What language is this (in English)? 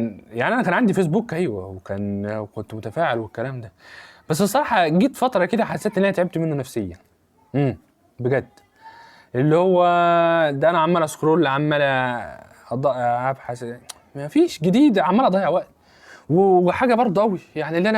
Egyptian Arabic